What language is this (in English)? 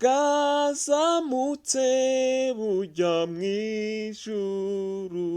Rundi